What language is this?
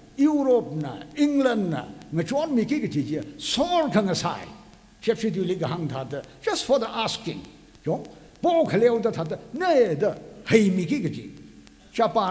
Tangkhul Naga (India)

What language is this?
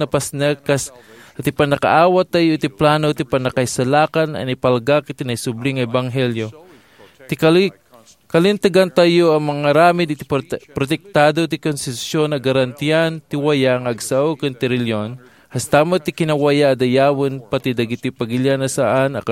Iloko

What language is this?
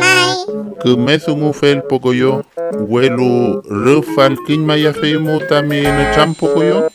Mapuche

